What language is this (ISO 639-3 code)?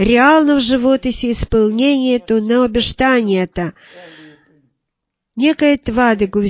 bul